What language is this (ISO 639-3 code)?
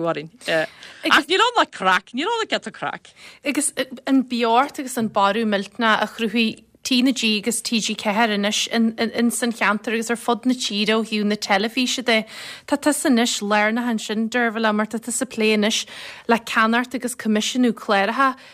gle